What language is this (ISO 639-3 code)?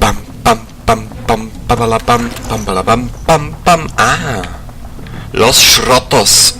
bar